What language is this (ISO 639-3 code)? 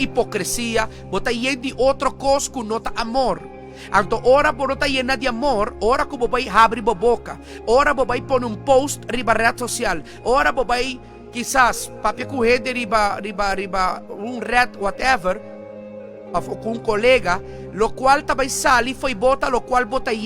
pap